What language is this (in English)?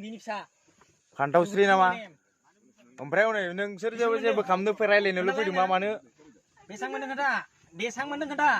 Bodo